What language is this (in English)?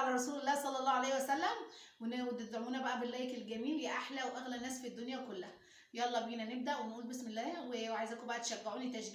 Egyptian Arabic